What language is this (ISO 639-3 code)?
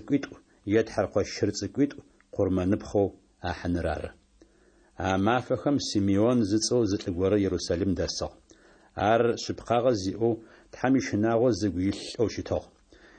ady